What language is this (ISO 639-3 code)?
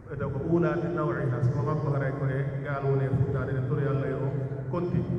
fuf